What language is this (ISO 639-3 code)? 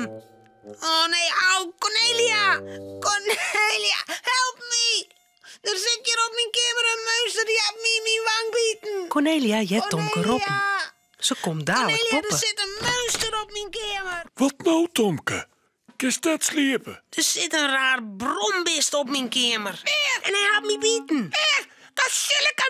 fry